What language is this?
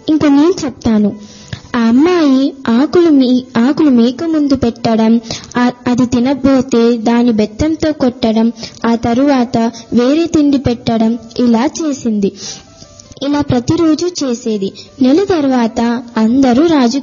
Telugu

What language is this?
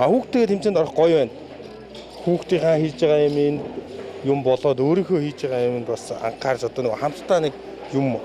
Mongolian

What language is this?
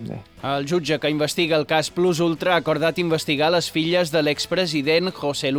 Catalan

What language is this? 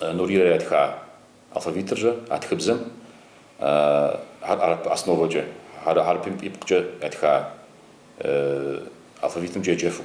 Kabardian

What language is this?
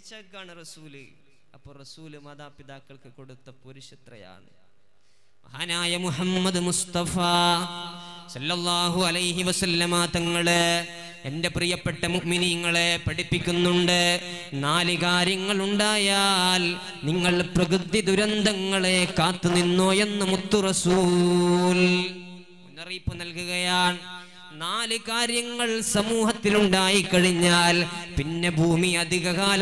Malayalam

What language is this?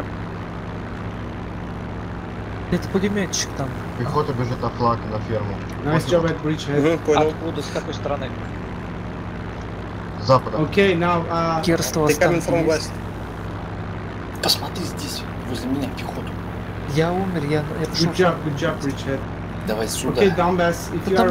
Russian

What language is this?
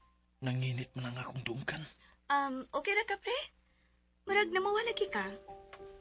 Cebuano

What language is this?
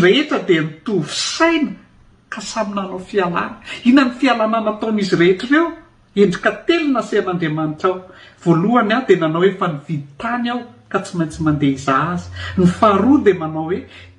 Malagasy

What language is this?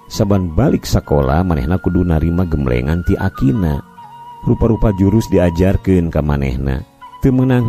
Sundanese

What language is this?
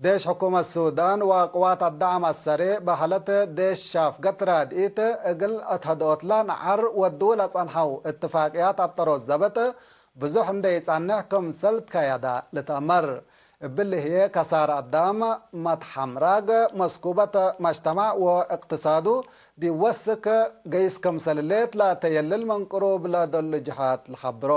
Tigre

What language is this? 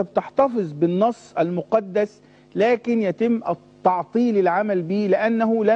Egyptian Arabic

